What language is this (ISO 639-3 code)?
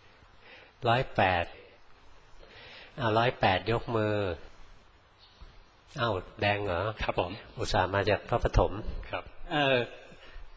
tha